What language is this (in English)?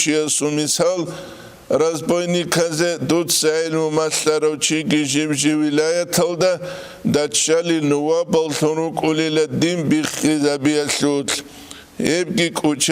Avaric